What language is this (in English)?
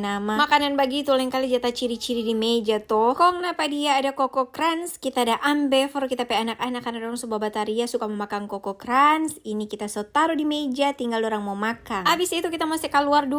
Manado Malay